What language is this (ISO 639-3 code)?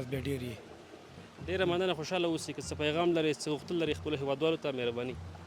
pus